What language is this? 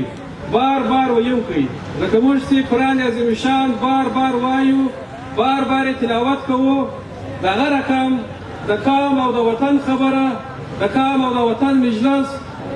Pashto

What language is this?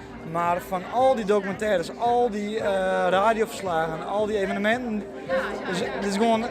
Western Frisian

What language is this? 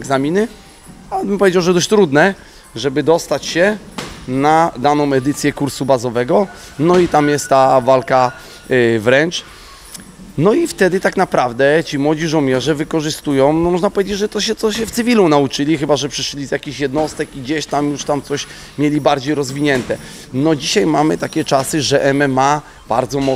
Polish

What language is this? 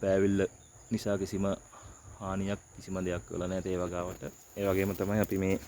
Sinhala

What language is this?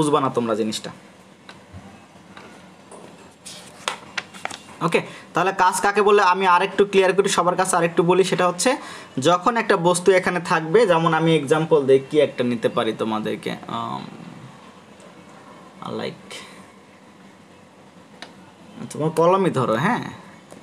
Bangla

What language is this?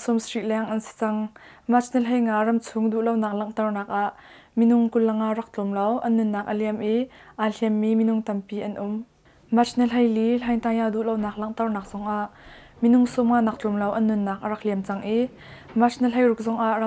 Hakha Chin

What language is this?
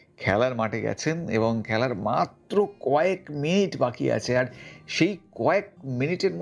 Bangla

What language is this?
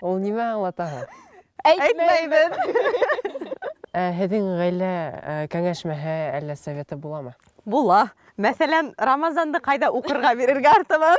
Bashkir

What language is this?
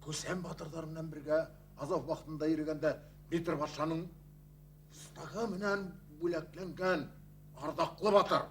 Bashkir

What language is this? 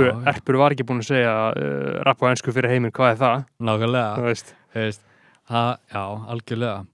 Icelandic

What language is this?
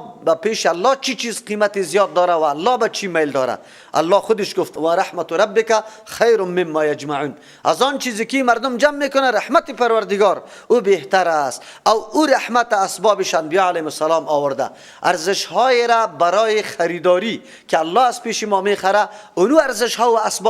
Persian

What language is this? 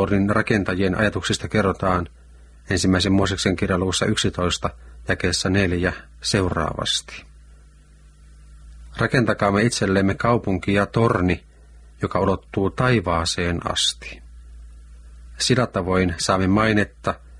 Finnish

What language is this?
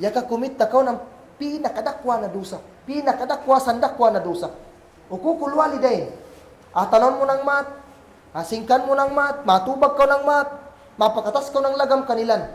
Kagan Kalagan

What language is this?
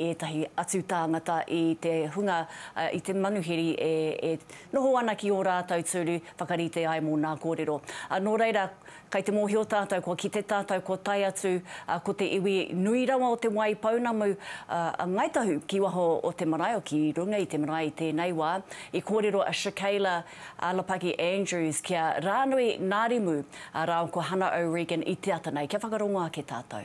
Māori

